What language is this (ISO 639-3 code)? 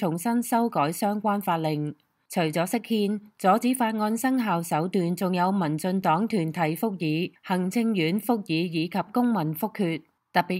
yue